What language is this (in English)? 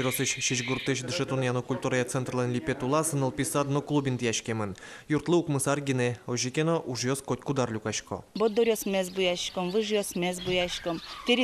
Udmurt